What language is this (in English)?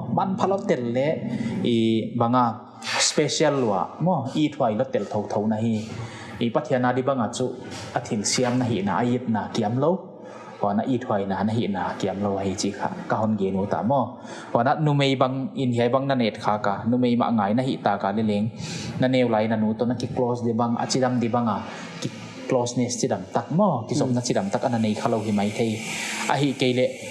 Paite Chin